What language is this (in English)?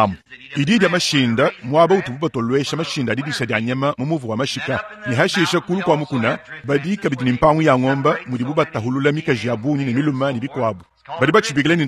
Luba-Lulua